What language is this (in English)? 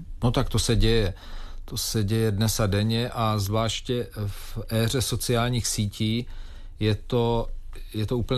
Czech